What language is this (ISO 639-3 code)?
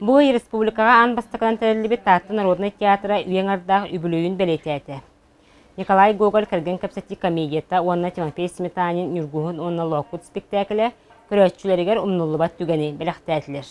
sah